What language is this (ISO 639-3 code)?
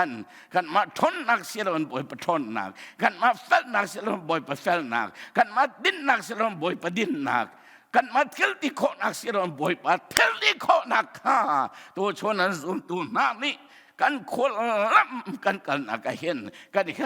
cnh